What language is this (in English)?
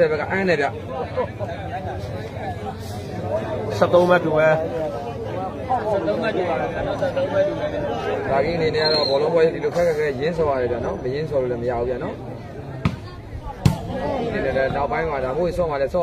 Burmese